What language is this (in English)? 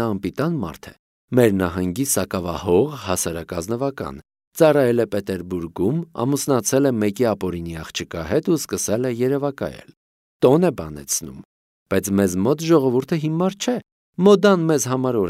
Armenian